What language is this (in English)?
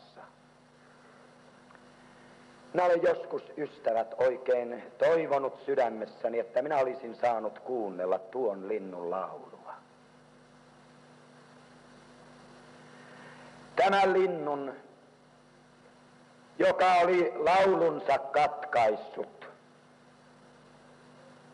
Finnish